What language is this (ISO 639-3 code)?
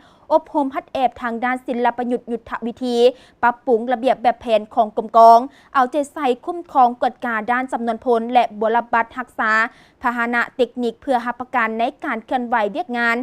lao